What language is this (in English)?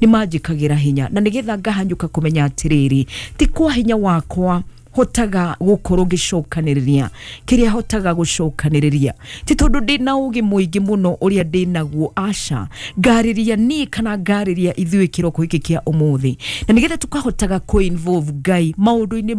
Kikuyu